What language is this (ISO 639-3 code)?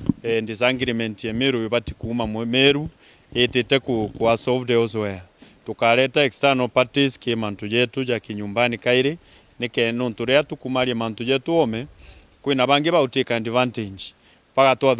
mer